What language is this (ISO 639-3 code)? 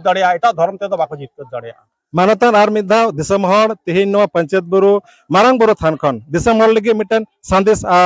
sat